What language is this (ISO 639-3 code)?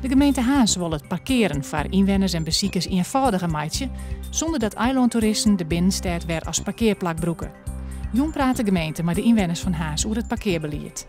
fry